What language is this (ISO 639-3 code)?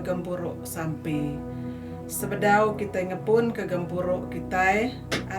iba